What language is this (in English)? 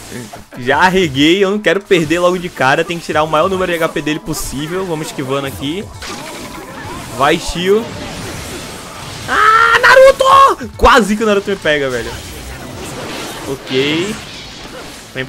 Portuguese